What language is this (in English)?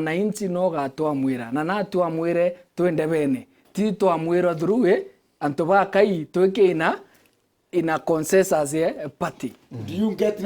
Meru